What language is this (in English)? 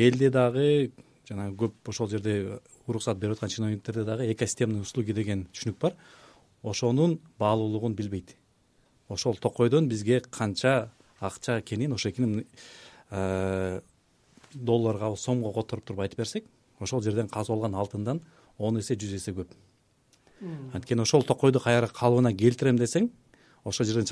Kyrgyz